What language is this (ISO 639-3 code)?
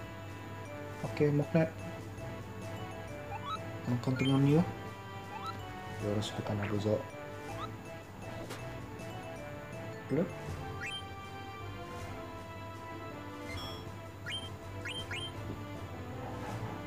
ind